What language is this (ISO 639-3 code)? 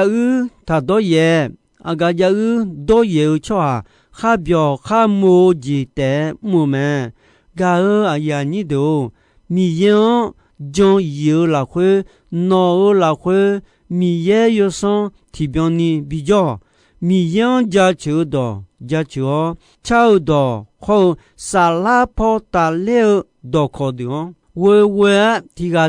ahk